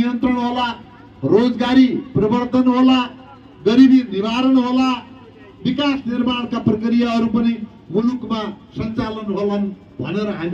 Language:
Nepali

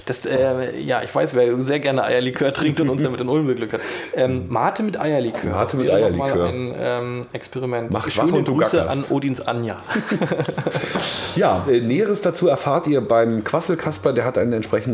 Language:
German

